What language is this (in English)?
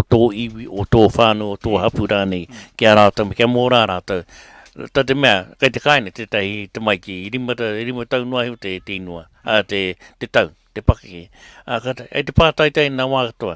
Māori